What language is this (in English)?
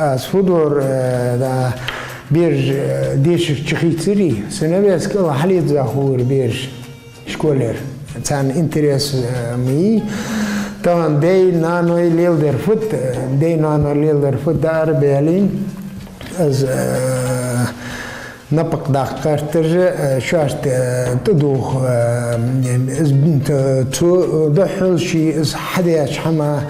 Ingush